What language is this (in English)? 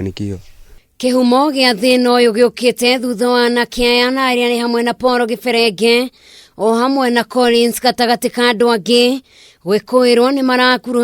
Kikuyu